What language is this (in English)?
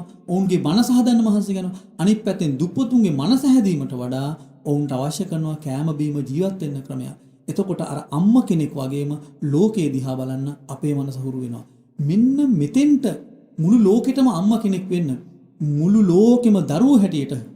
Sinhala